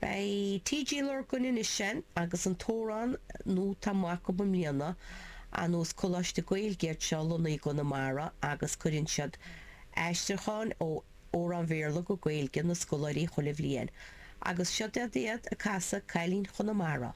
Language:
Irish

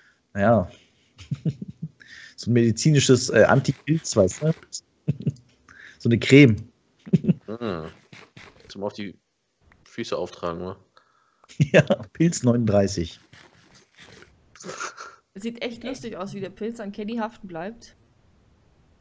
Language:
German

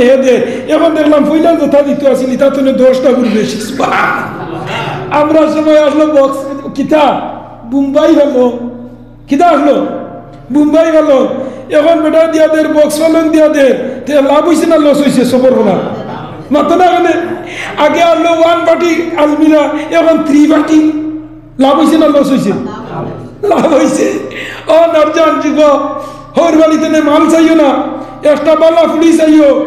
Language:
Sylheti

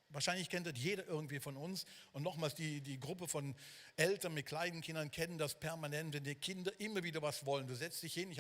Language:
Swiss German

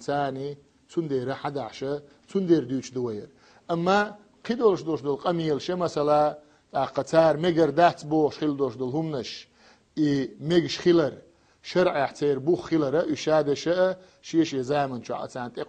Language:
Chechen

